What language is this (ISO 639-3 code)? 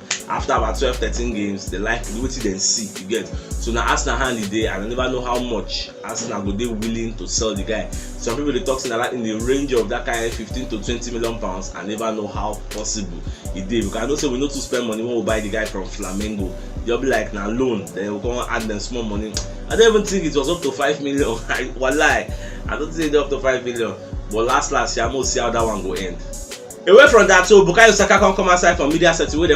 pcm